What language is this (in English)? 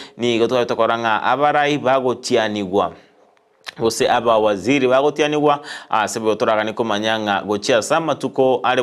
Gusii